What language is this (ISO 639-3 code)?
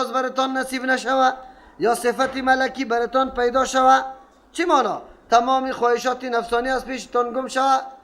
fas